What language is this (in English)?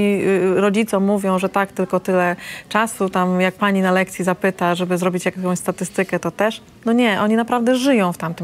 Polish